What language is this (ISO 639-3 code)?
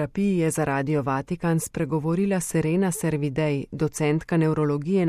slv